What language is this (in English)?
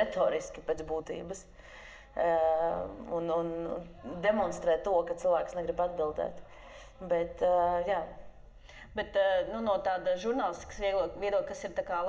Latvian